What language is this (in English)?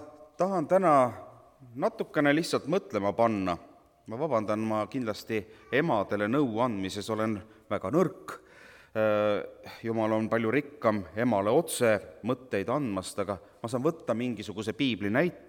Estonian